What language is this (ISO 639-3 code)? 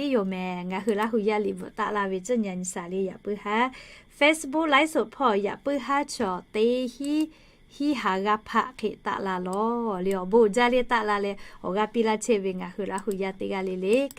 lhu